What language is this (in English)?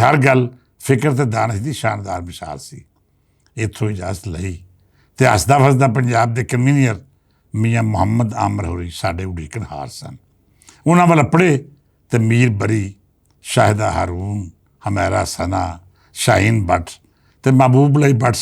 Western Panjabi